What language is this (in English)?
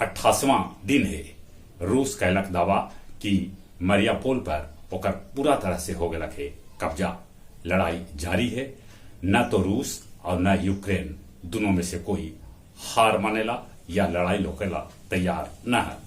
Magahi